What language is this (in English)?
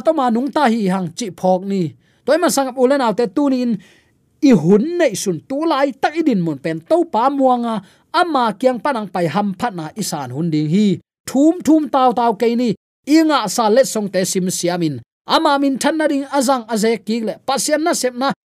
Tedim Chin